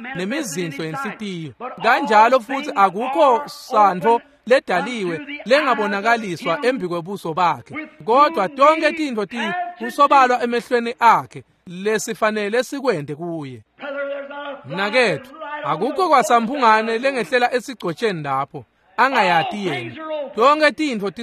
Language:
Swati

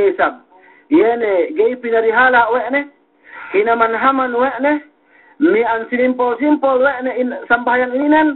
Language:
Yakan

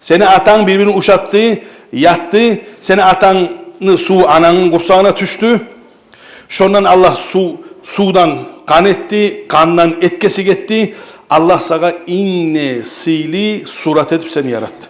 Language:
Kumyk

